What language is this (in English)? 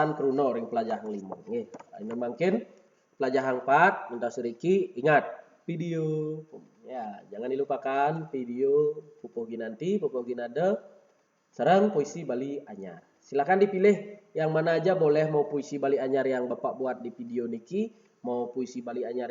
Balinese